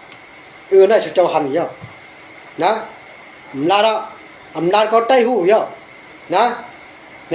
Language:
Shan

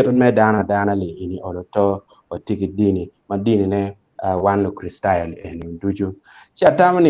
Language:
Acoli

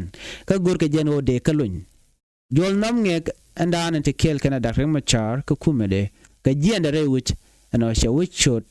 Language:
Nuer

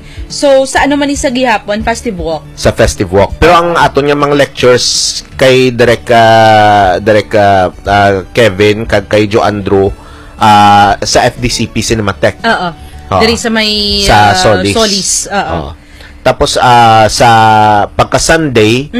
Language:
Hiligaynon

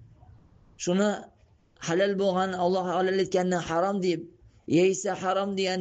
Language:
Tatar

